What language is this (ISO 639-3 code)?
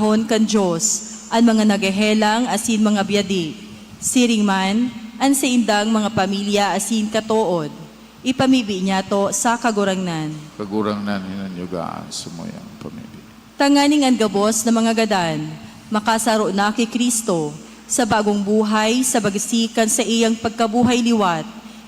bik